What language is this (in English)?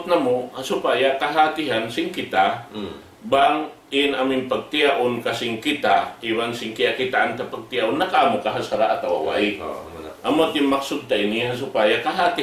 Tausug